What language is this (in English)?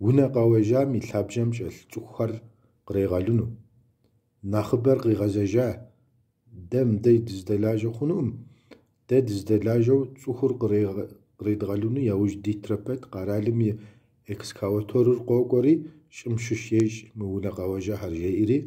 Kabardian